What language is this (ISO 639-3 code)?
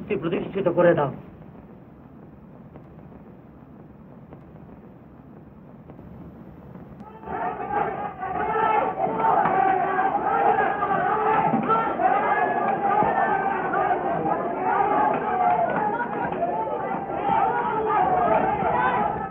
ben